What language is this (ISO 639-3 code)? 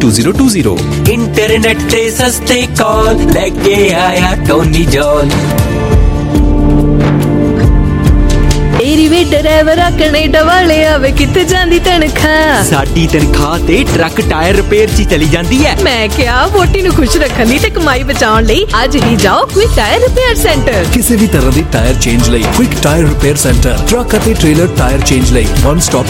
pan